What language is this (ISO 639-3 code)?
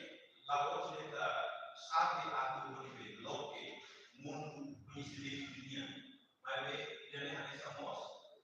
tet